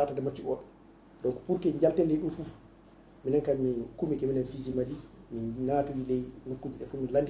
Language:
Fula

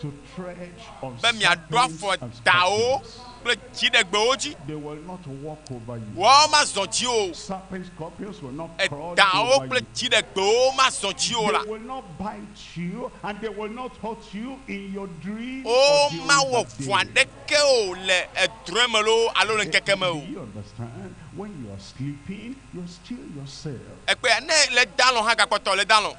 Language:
Ewe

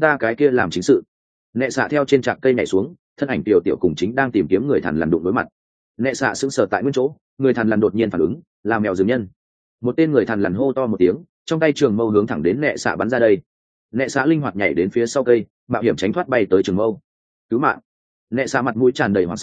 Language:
Vietnamese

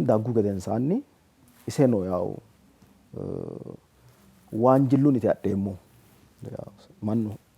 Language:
Sidamo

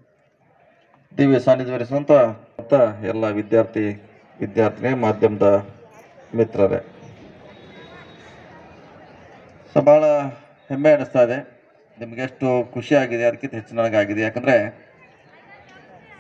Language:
Kannada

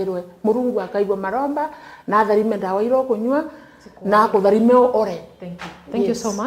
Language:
Meru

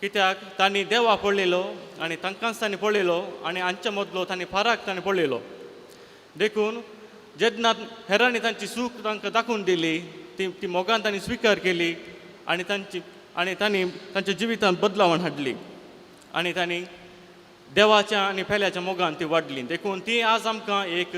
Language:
Konkani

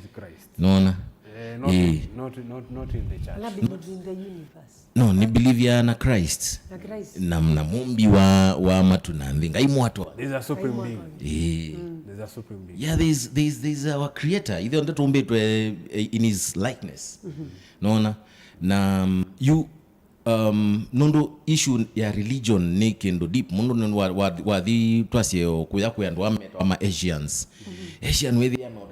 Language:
Kamba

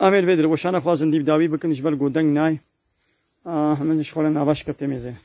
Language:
Kurdish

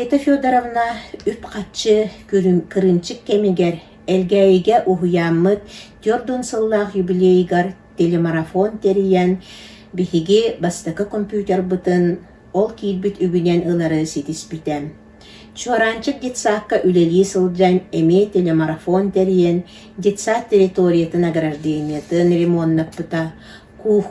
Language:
Yakut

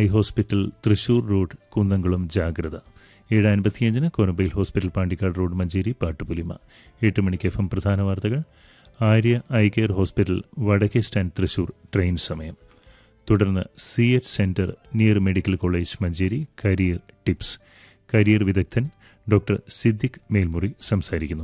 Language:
Malayalam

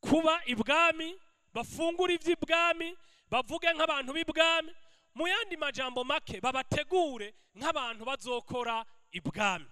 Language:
Rundi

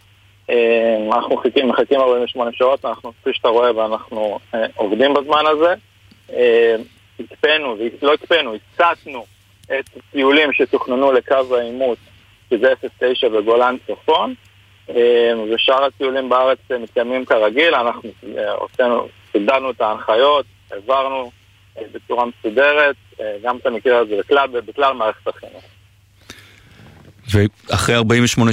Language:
Hebrew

